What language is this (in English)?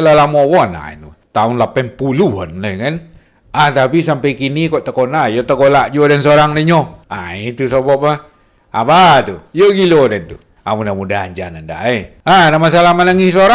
Minangkabau